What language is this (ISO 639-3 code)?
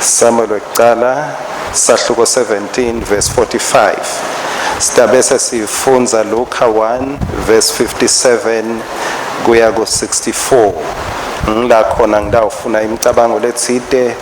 ssw